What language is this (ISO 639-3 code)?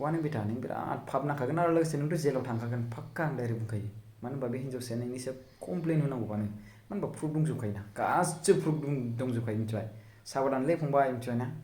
brx